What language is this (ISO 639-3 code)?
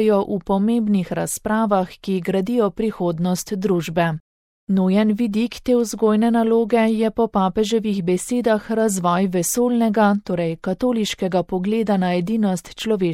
slv